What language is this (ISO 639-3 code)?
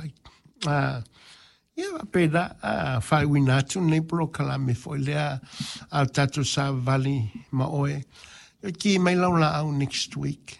smo